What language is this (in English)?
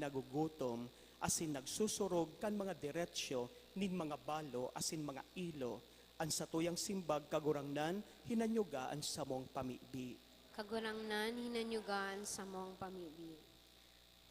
Bikol